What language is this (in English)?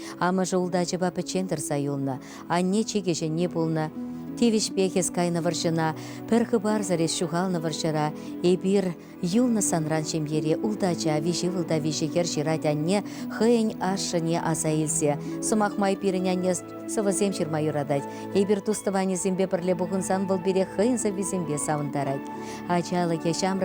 Chuvash